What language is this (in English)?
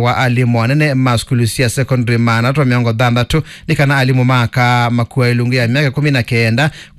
Kamba